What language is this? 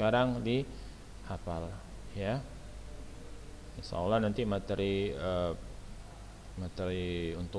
Indonesian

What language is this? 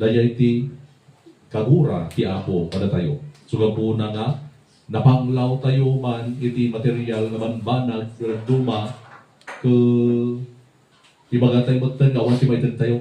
Iloko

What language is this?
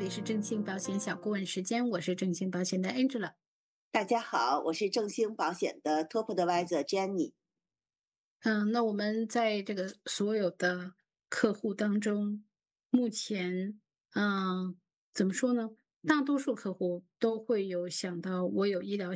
Chinese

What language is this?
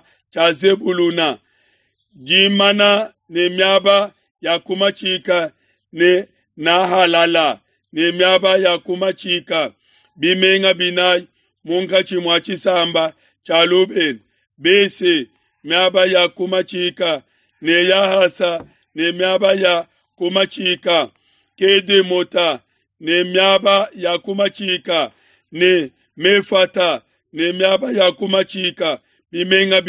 Luba-Lulua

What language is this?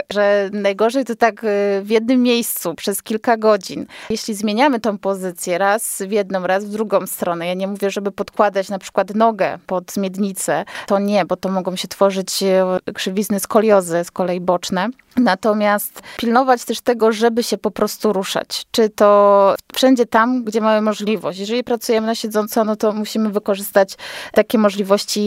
Polish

